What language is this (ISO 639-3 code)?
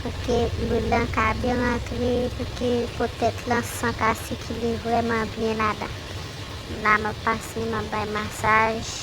hat